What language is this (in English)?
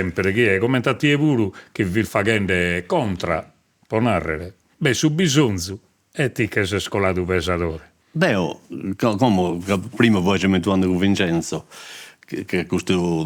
Sardinian